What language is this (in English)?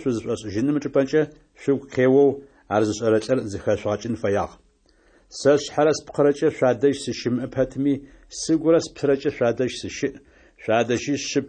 Adyghe